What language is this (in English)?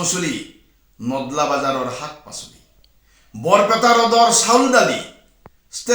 Assamese